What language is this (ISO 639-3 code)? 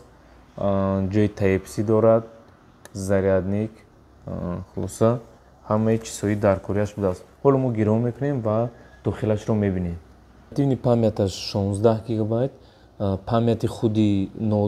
tgk